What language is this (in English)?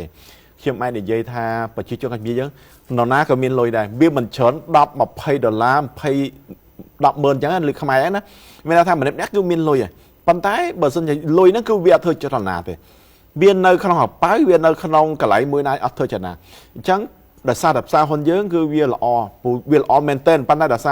Khmer